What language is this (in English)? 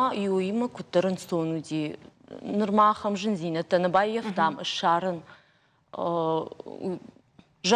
Ossetic